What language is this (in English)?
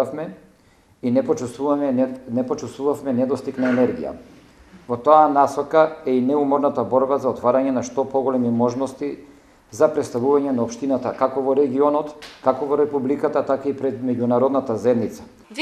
Macedonian